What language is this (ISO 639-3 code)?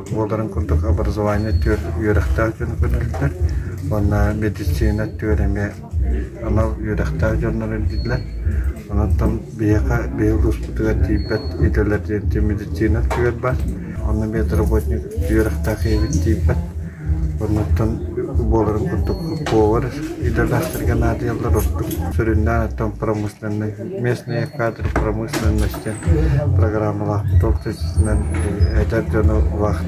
sah